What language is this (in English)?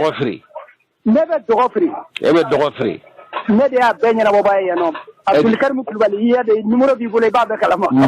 Bambara